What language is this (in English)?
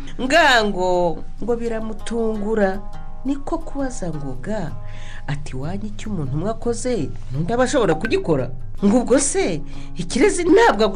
Kinyarwanda